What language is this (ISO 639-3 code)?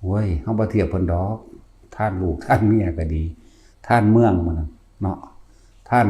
lao